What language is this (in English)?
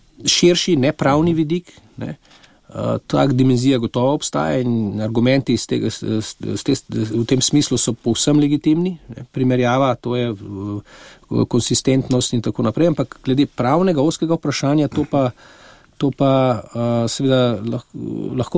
Slovenian